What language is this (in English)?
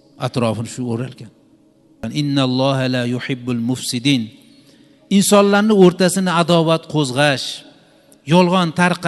Uzbek